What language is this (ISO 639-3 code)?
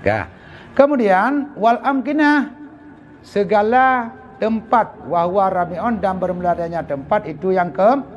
ace